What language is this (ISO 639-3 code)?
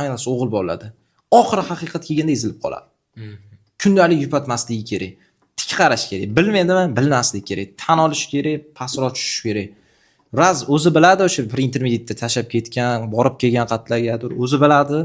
uzb